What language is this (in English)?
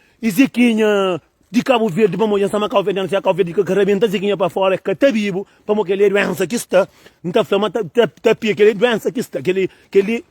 Kabuverdianu